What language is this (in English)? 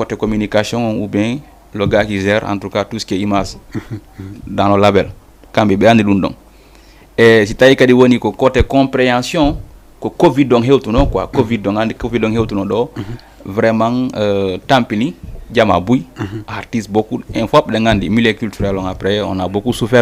Fula